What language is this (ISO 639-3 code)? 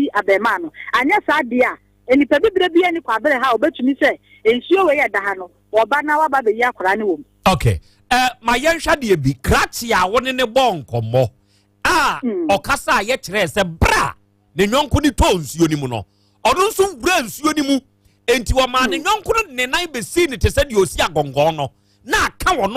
aka